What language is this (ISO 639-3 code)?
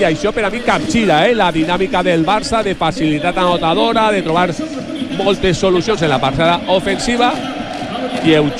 cat